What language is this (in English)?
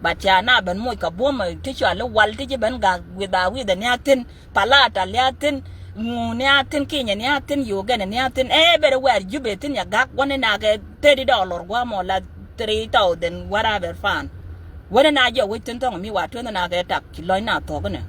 Nuer